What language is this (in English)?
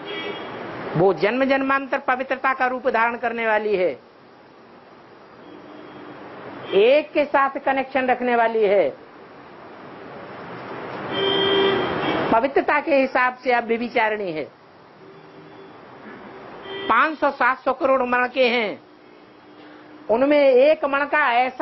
Hindi